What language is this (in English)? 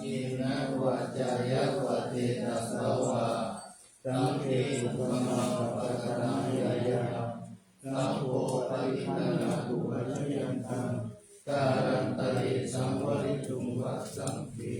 Pali